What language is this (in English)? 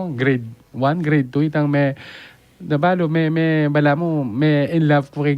Pampanga